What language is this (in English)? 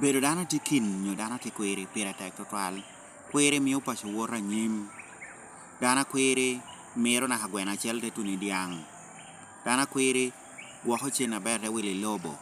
Lango (Uganda)